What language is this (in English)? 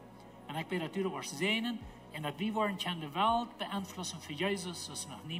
Plautdietsch